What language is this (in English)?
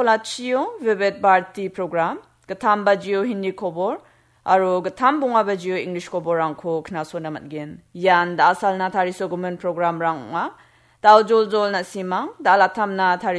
Garo